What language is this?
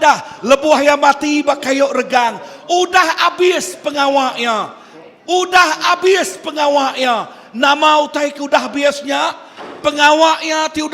Iban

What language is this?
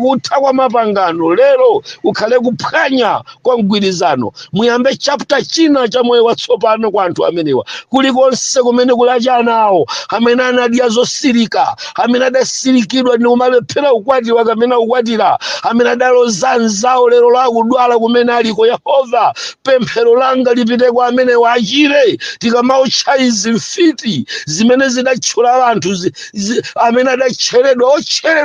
Nyanja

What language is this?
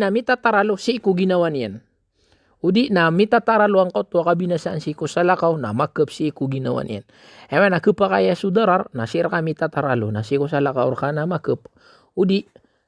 Maranao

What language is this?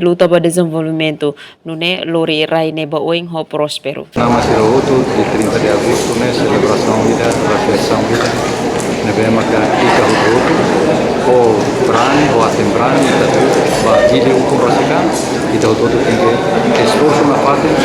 Tetum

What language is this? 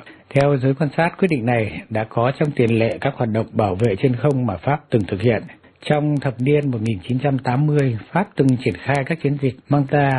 Vietnamese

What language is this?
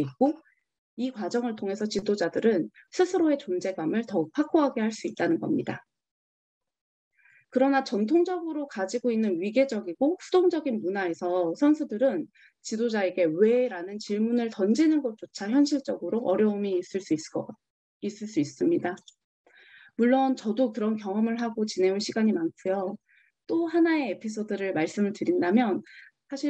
Korean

